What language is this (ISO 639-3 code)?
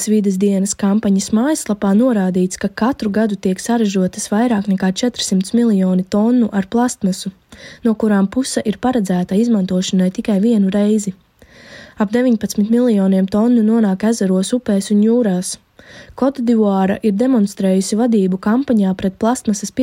lav